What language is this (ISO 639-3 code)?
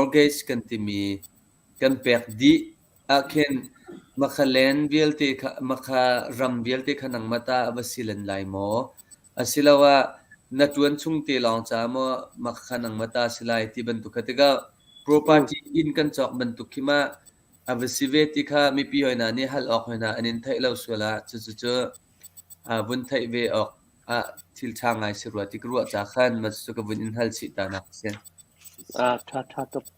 cnh